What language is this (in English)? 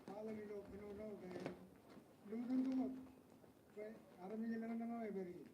Marshallese